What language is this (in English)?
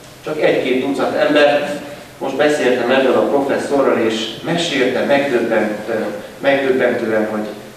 Hungarian